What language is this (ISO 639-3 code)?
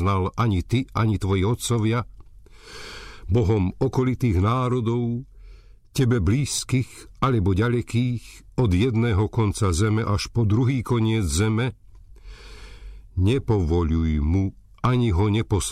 slk